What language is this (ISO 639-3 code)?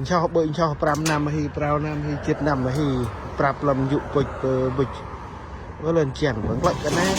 cmo